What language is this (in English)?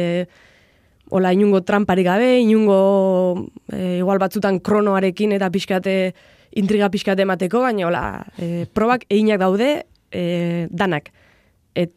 Basque